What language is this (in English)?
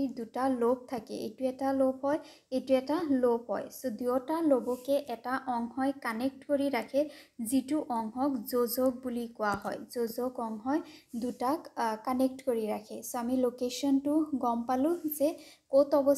Assamese